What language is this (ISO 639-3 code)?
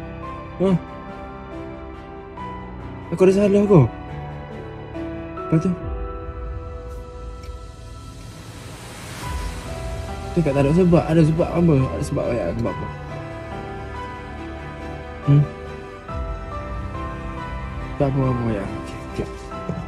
msa